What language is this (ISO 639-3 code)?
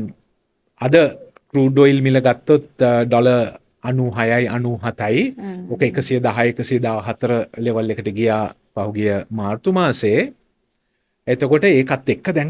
sin